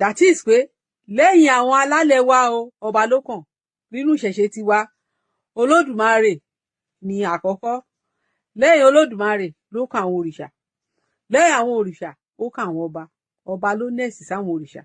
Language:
Yoruba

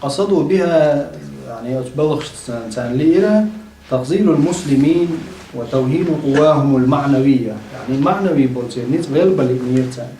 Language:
Chechen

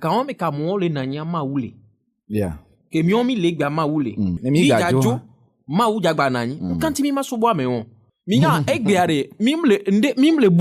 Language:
Ewe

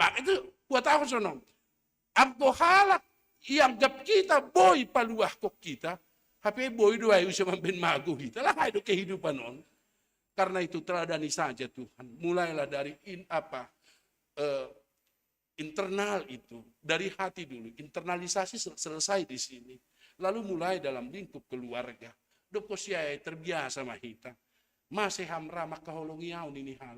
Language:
Batak Simalungun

